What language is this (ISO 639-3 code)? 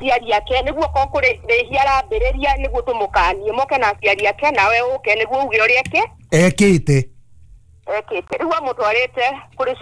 kik